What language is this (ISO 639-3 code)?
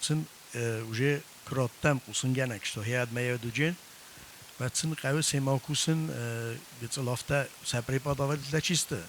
oss